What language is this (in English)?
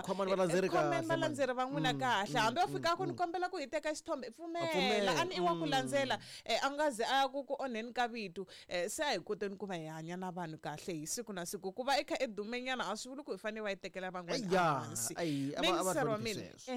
Tsonga